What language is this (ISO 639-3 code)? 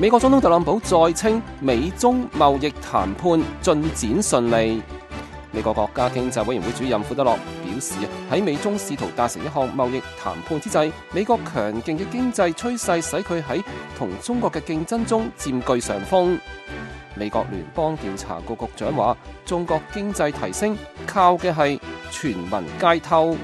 yue